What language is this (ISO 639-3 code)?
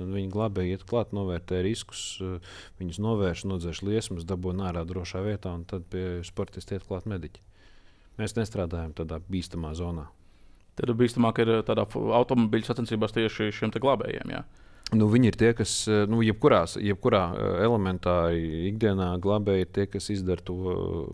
lav